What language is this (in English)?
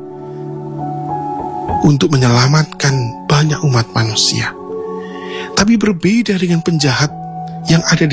Indonesian